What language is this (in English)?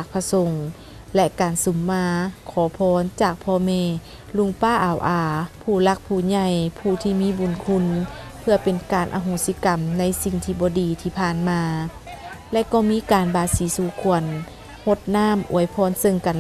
Lao